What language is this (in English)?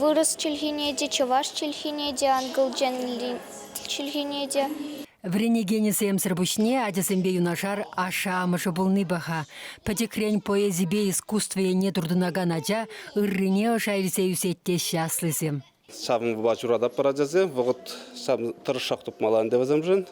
Chuvash